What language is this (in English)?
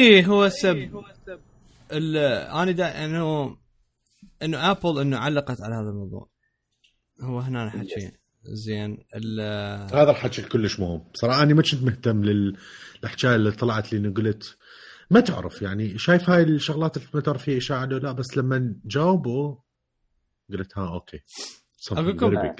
Mesopotamian Arabic